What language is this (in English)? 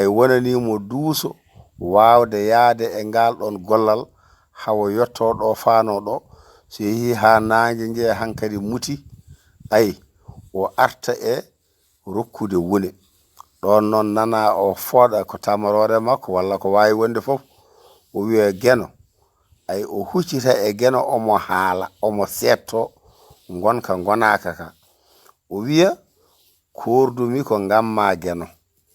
Fula